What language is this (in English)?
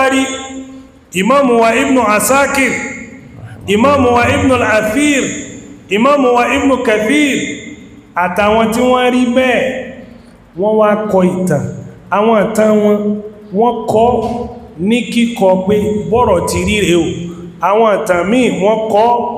Yoruba